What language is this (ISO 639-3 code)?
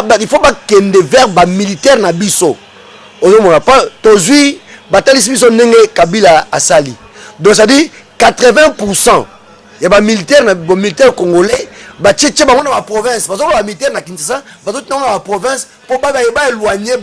lin